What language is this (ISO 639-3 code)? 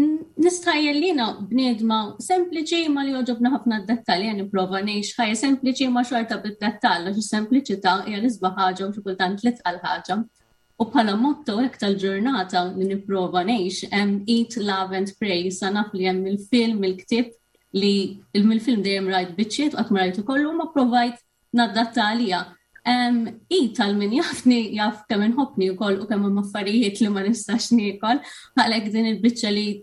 mlt